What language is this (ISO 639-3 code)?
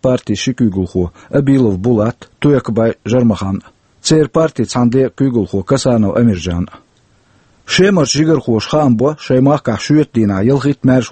che